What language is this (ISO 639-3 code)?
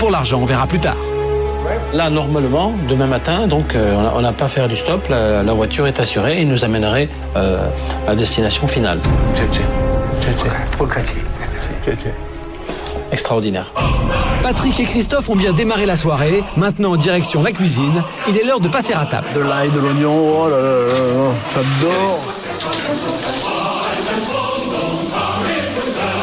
fra